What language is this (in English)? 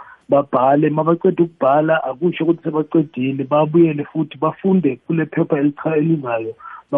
South Ndebele